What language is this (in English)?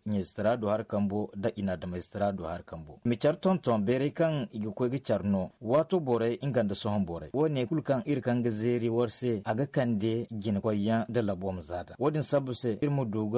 Zarma